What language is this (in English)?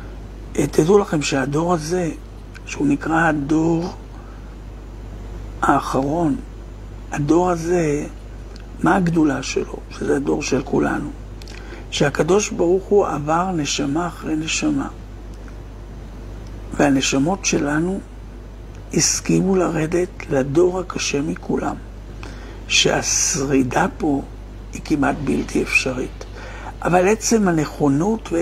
Hebrew